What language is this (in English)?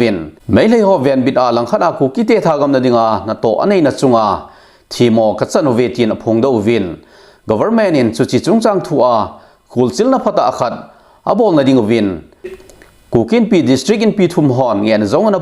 Thado Chin